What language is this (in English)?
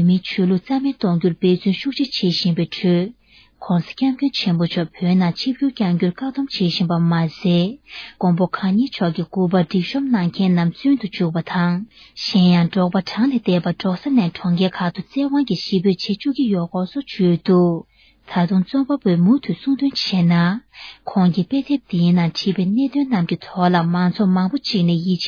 Tibetan